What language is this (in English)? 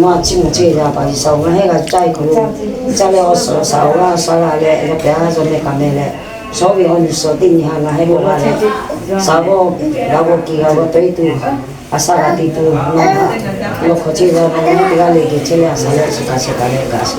Lahu